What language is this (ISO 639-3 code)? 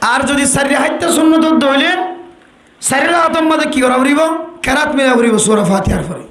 rhg